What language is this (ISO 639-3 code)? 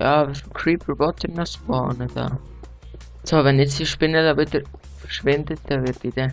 gsw